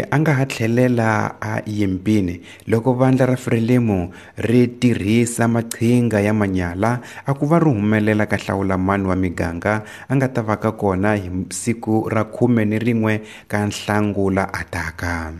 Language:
Tsonga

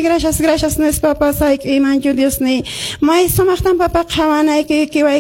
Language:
Quechua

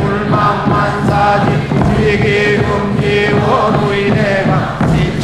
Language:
Korean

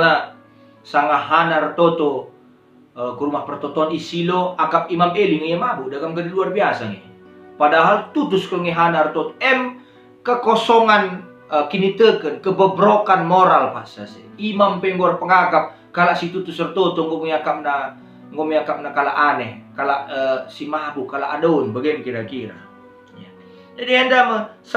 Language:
Batak Karo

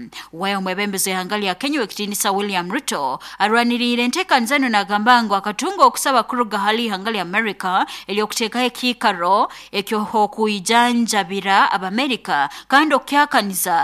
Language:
Nyankole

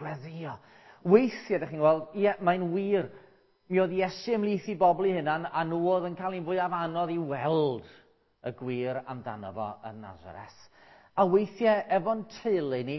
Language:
Welsh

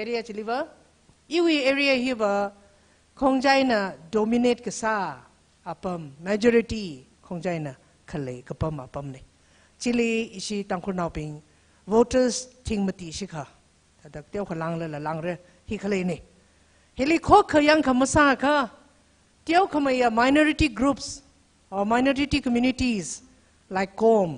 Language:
Tangkhul Naga (India)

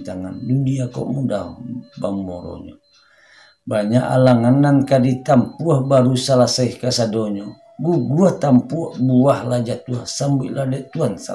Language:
Minangkabau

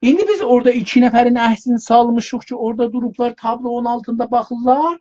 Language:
South Azerbaijani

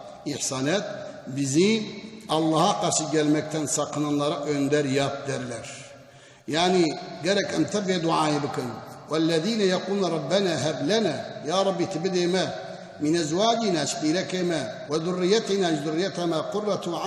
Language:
Kurdish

